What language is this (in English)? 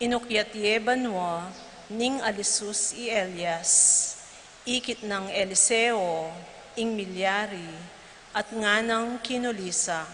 Pampanga